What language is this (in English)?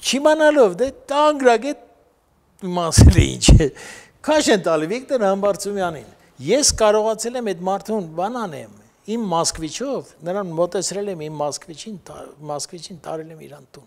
Armenian